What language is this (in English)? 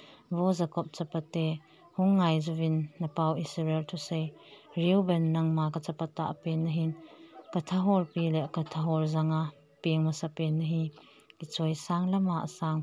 Thado Chin